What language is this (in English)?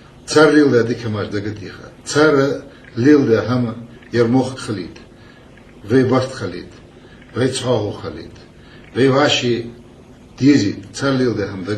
Ingush